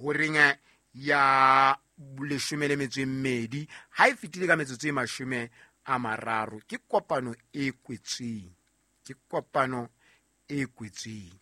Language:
Southern Sotho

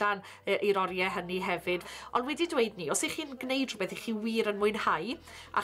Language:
Welsh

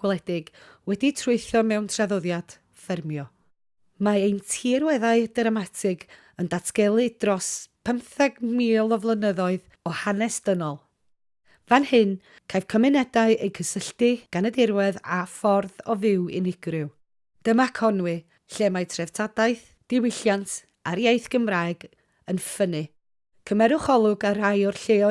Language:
Welsh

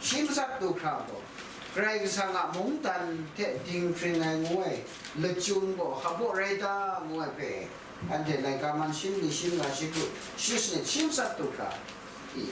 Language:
Kachin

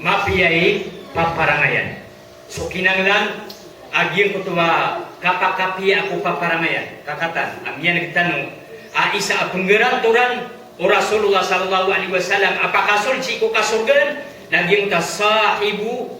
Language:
Maranao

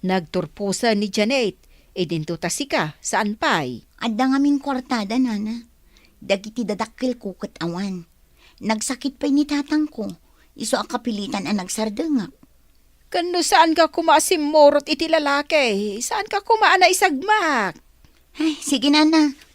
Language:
Iloko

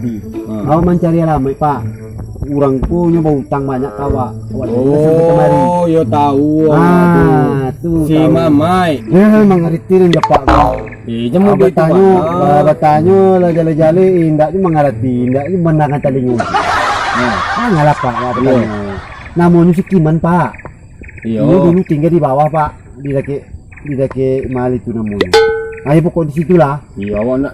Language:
Minangkabau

